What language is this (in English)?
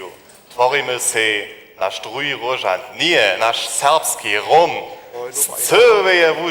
Upper Sorbian